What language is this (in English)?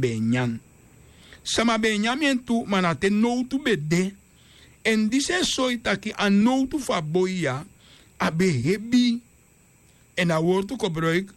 Sranan Tongo